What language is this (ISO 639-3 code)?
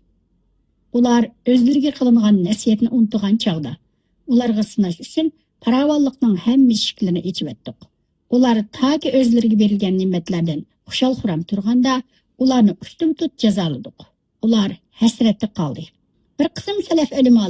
uig